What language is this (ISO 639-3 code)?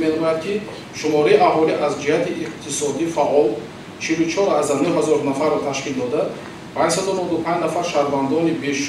tgk